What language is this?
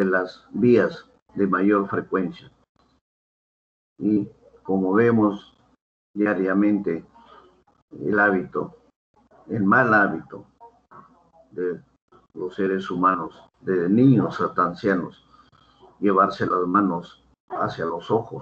Spanish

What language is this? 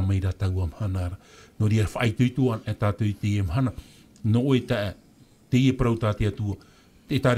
Tahitian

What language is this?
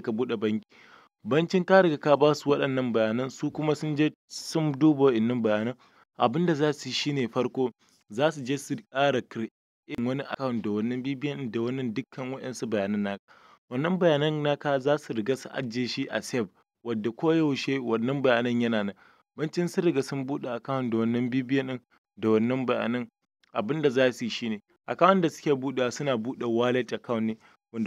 Hausa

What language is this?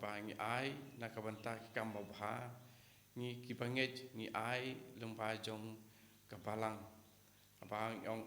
Khasi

